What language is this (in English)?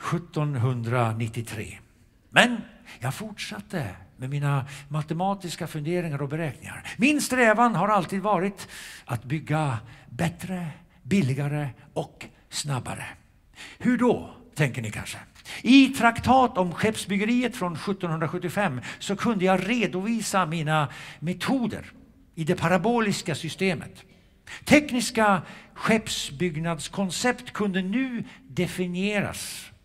Swedish